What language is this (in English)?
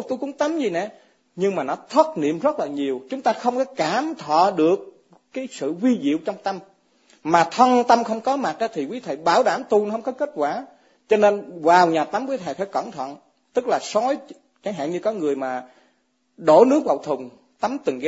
Vietnamese